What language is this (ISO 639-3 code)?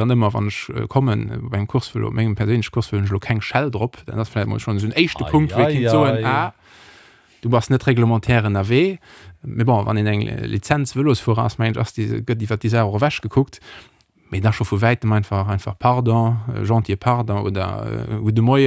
ltz